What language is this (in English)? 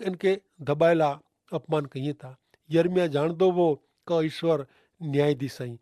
Kachhi